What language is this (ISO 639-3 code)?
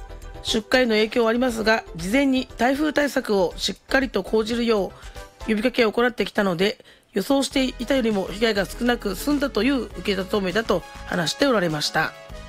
jpn